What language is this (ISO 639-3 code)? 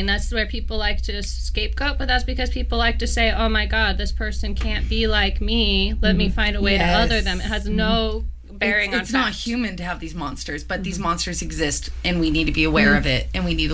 eng